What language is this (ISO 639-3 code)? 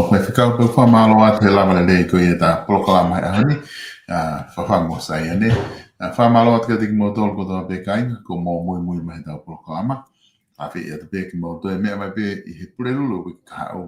ton